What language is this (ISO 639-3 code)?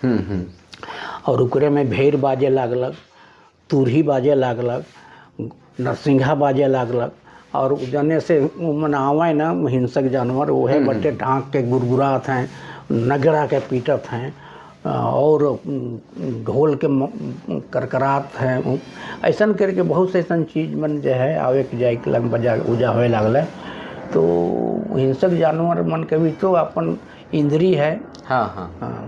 sck